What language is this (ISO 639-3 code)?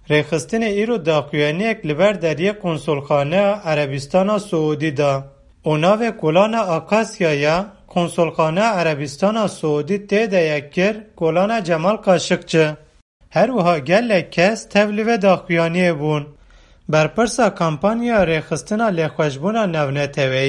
kur